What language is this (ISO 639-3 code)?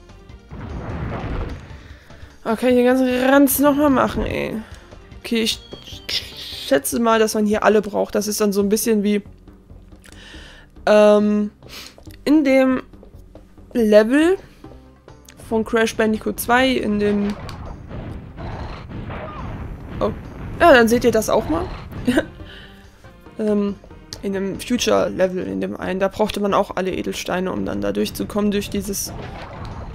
deu